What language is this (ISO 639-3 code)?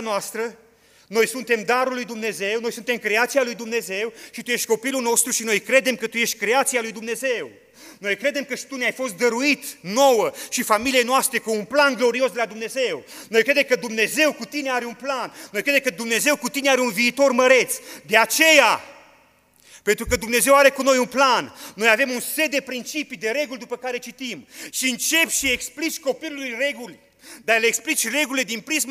ron